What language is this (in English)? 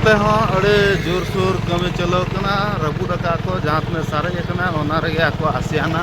Santali